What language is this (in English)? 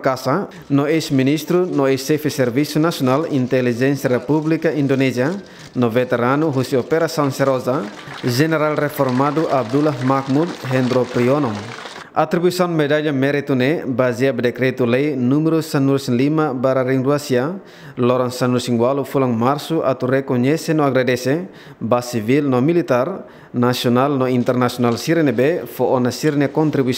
Tetum